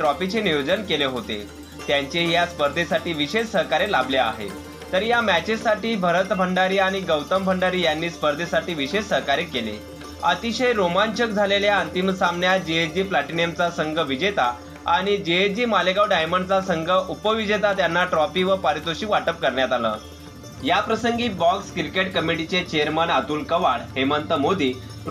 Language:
Marathi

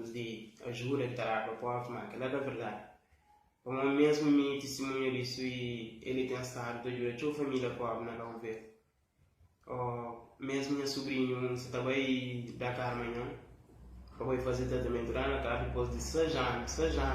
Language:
Kabuverdianu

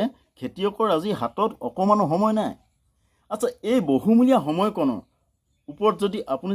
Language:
Assamese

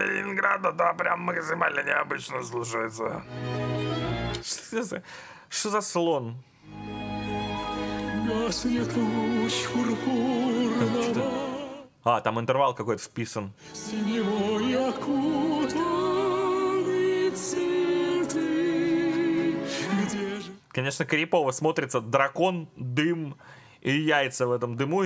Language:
Russian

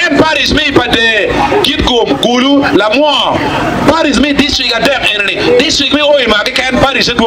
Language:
Acoli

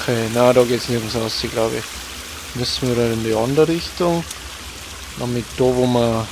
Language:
Bavarian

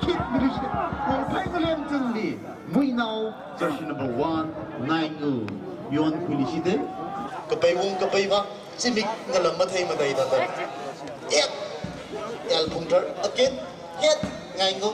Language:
Tangkhul Naga (India)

